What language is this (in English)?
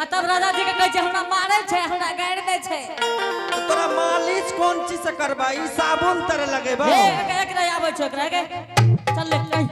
Angika